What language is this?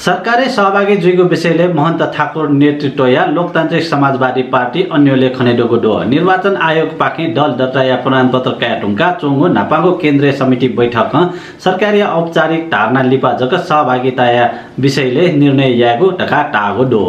Newari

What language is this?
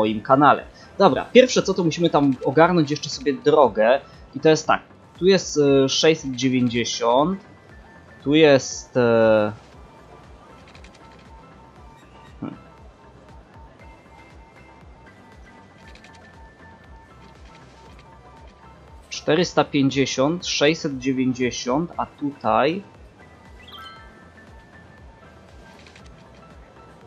Polish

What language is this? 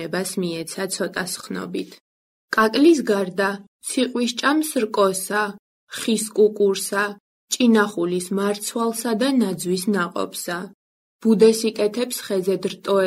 Georgian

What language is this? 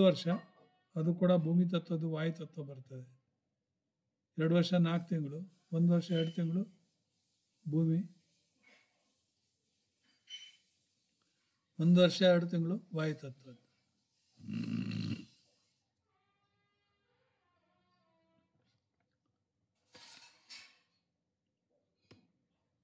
Kannada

